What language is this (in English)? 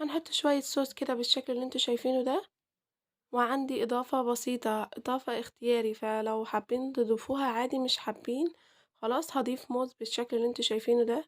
Egyptian Arabic